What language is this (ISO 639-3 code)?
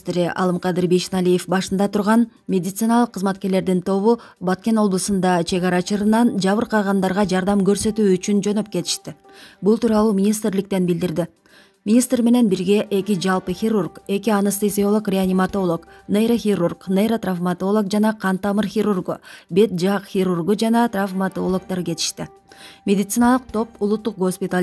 kir